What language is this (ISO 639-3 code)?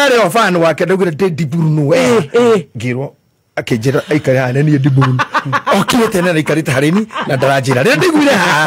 kik